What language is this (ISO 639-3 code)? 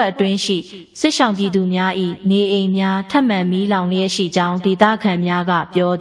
mya